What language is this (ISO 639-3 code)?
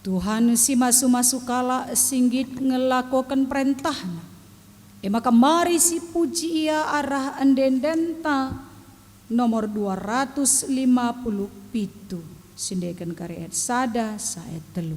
btx